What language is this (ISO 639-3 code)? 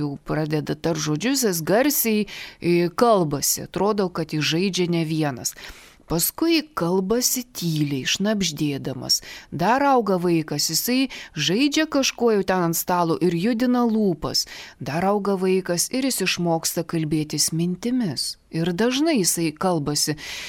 lit